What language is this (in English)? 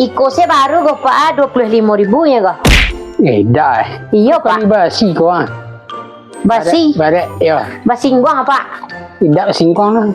Minangkabau